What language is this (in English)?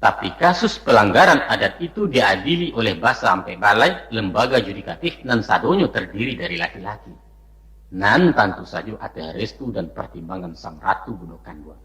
Minangkabau